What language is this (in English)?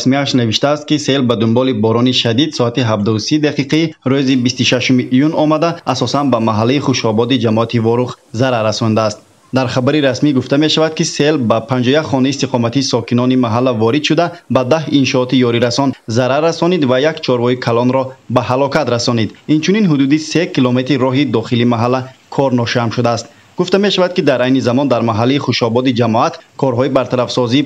Tajik